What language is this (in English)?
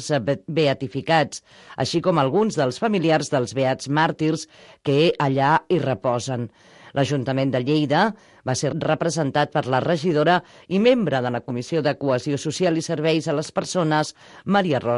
Catalan